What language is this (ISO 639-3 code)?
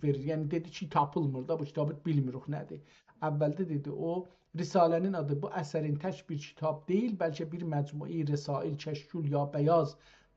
azb